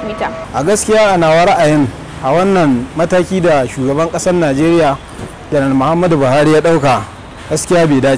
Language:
Hausa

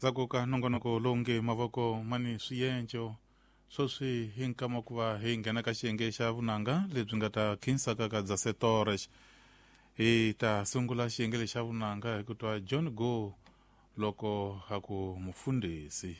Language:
Tsonga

